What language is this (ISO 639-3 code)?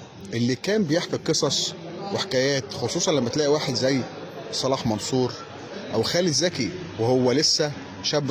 arz